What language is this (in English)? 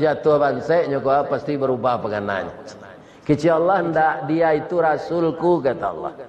Minangkabau